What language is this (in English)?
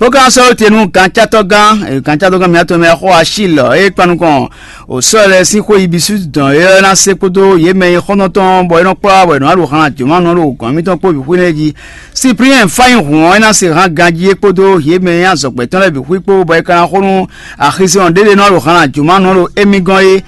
Fon